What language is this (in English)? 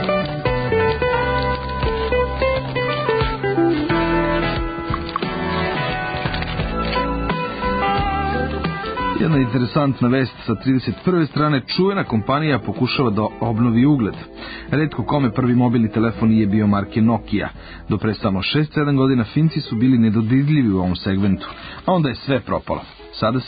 Serbian